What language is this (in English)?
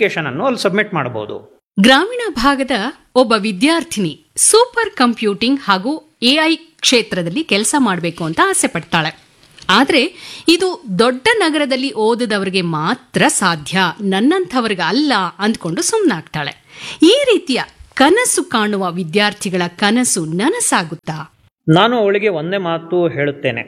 Kannada